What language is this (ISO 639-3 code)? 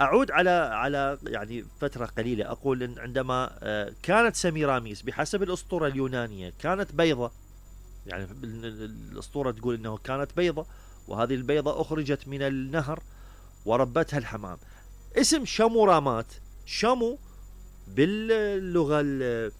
acm